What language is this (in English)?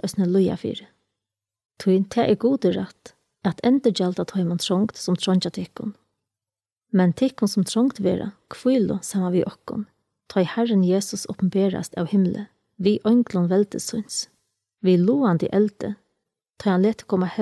Faroese